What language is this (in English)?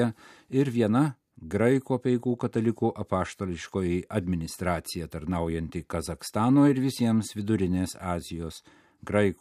Lithuanian